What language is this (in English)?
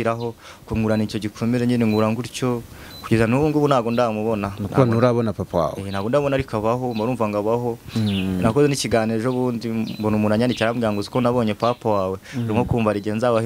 Kinyarwanda